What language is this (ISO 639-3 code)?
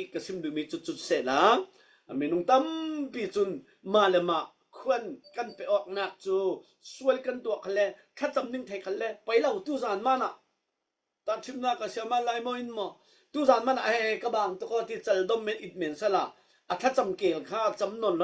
cfm